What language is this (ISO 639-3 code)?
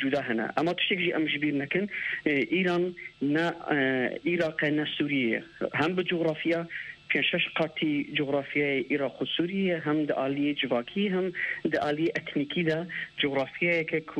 kur